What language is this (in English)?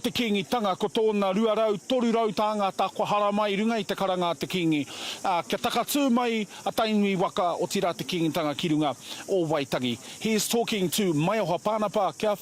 Māori